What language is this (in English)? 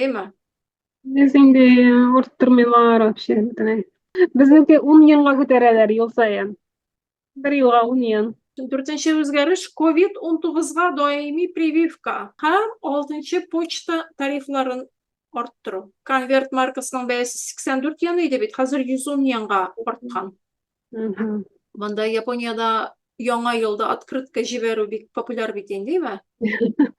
Tatar